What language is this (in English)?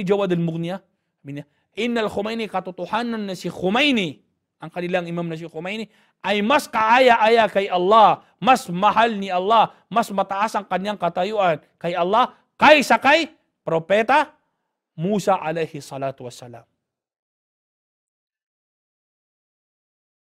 Filipino